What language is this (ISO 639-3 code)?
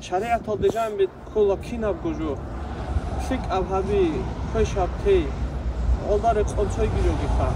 ava